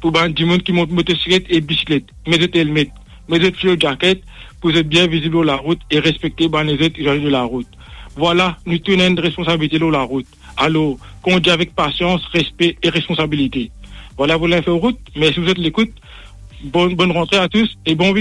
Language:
Morisyen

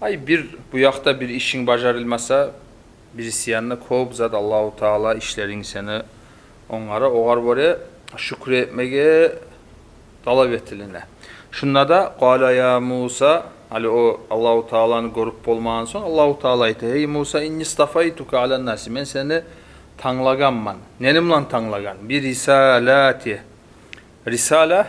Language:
Kumyk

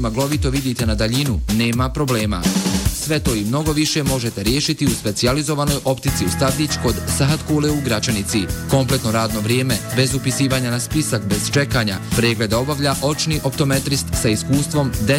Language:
Bosnian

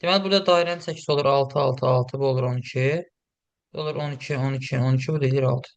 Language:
Azerbaijani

